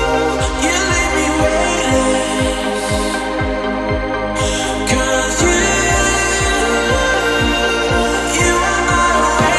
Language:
English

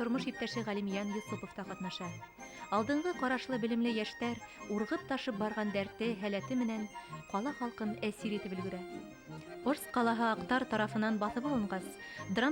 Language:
Bashkir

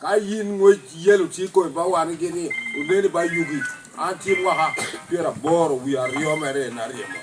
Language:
Lango (Uganda)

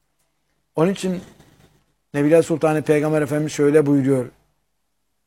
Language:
Turkish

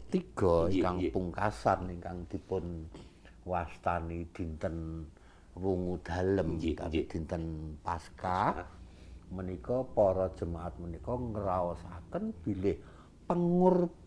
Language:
Javanese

